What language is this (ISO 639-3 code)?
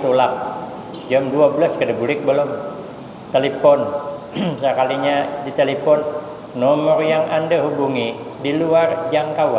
bjn